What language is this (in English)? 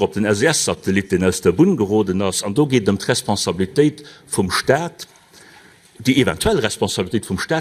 Luxembourgish